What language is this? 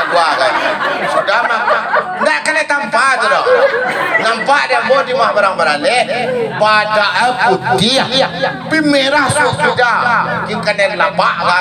Minangkabau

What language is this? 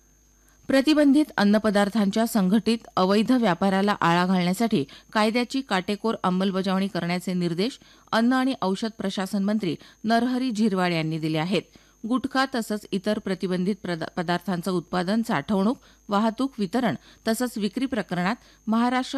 Marathi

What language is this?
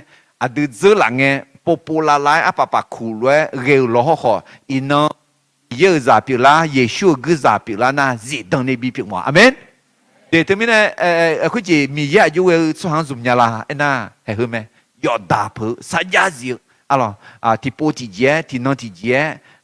Akha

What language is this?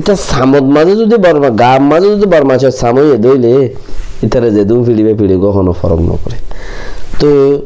Rohingya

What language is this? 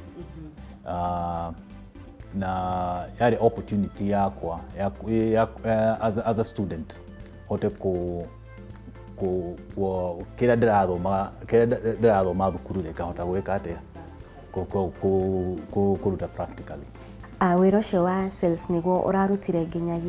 Kikuyu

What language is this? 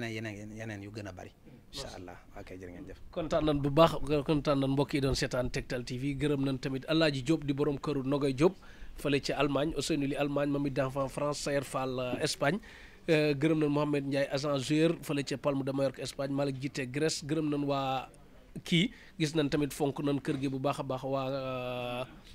Wolof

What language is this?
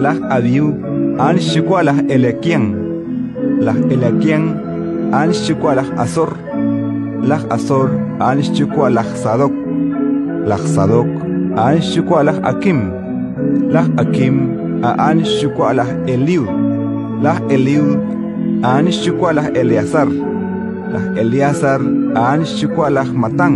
Kekchí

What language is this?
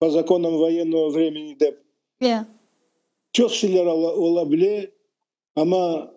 Crimean Tatar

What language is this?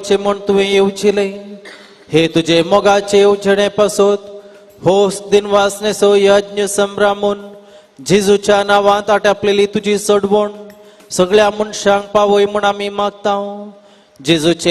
Konkani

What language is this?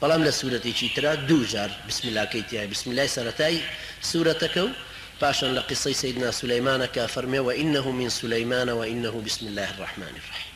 Central Kurdish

